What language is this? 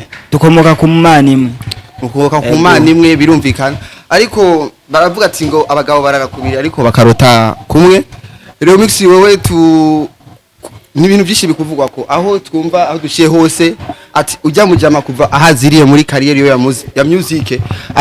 Rundi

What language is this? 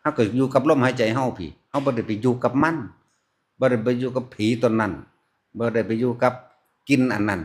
Northeastern Thai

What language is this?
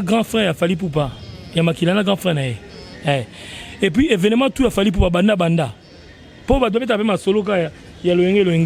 Lingala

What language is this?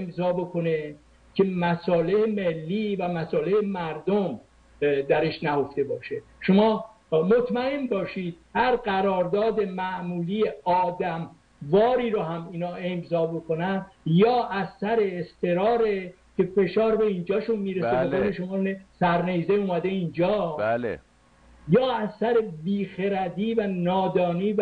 Persian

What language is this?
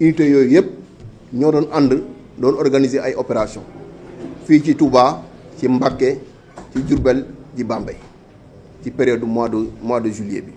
Wolof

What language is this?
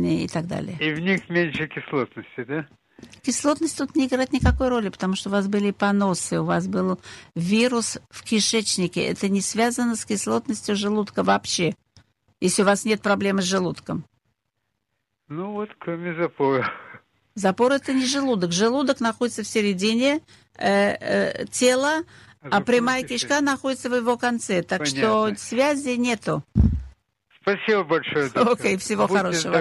Russian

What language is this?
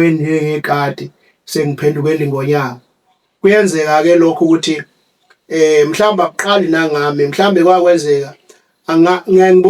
Zulu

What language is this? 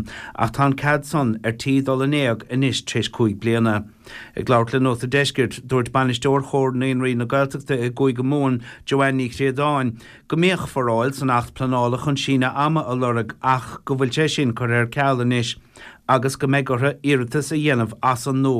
Irish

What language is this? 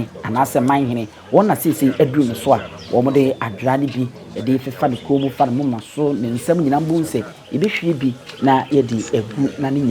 Akan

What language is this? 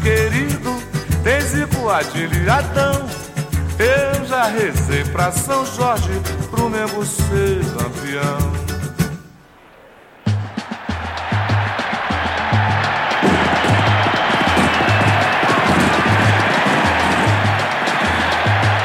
Portuguese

